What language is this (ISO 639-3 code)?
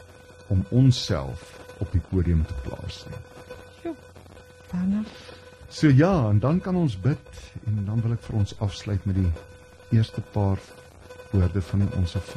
afr